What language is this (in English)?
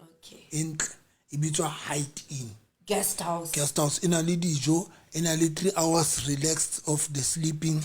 Southern Sotho